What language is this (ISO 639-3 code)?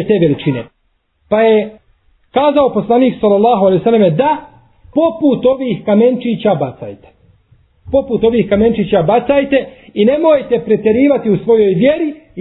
bos